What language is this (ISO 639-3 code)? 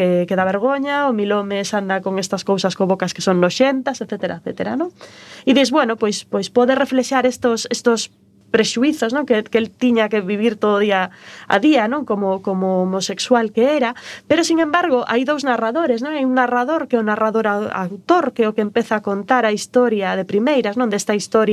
glg